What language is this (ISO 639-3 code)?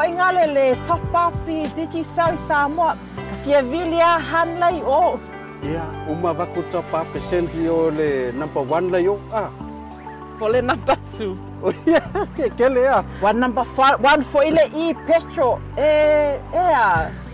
smo